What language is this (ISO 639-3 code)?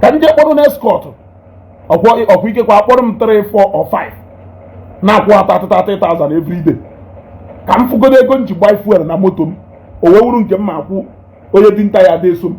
ibo